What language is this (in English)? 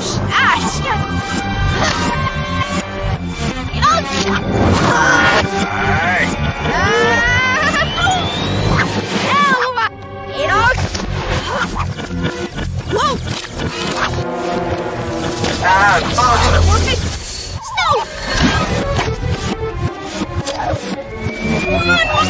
English